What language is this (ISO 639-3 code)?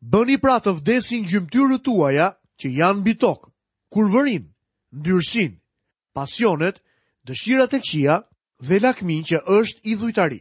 sqi